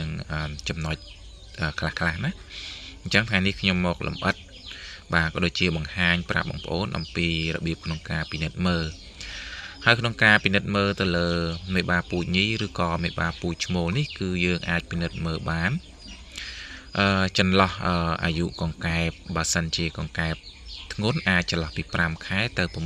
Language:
Khmer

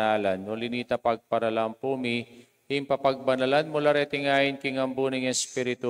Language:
Pampanga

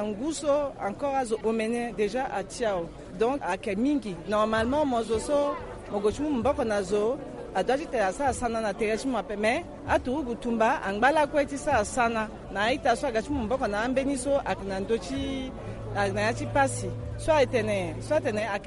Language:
Sango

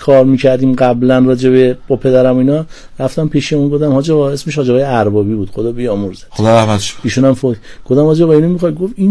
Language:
Persian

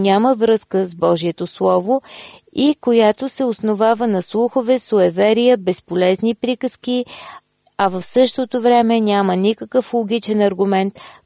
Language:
Bulgarian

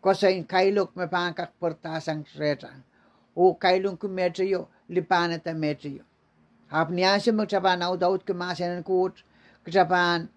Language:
Pohnpeian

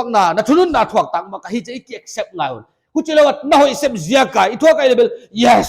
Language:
Paite Chin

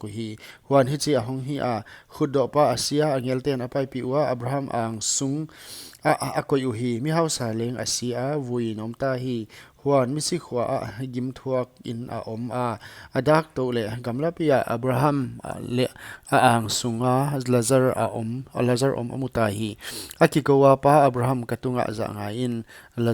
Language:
Paite Chin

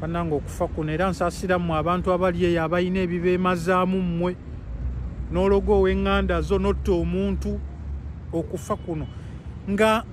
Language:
Ganda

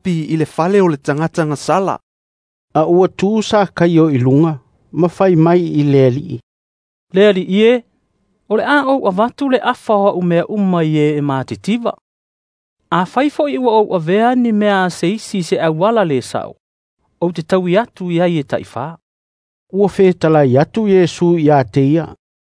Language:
Samoan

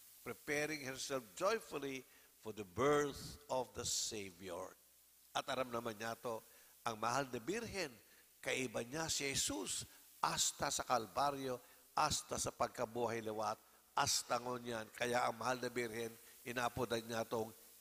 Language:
Bikol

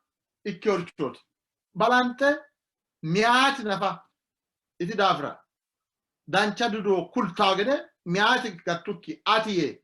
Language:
Sidamo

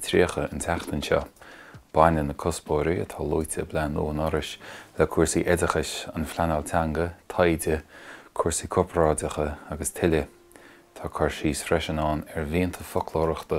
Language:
Irish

